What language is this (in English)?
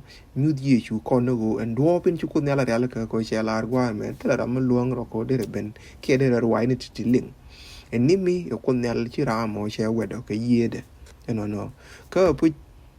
Nuer